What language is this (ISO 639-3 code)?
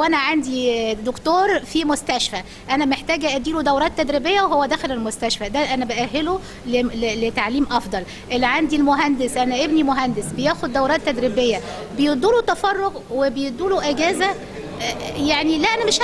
arz